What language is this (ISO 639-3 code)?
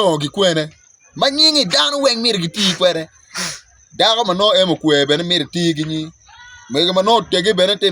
ach